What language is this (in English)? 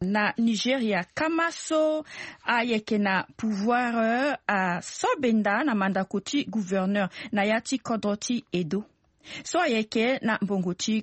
Sango